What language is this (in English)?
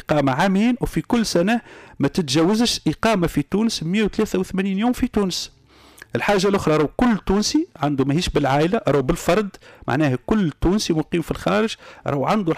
Tunisian Arabic